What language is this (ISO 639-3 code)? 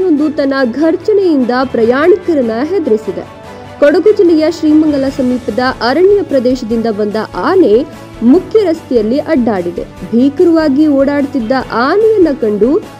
kan